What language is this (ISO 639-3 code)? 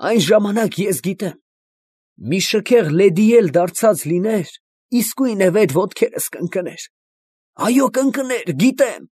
hye